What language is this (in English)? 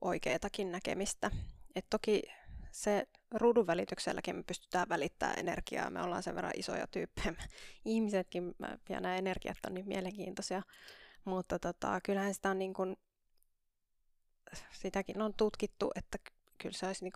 Finnish